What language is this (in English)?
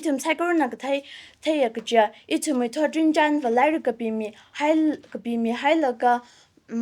Tangkhul Naga (India)